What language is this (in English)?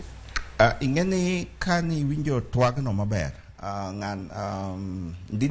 Luo (Kenya and Tanzania)